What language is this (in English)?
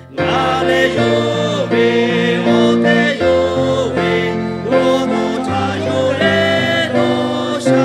Lahu